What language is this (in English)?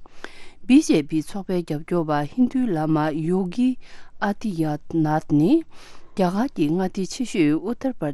Tibetan